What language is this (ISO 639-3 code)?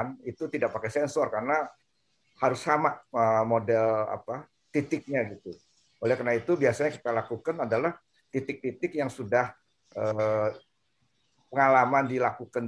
ind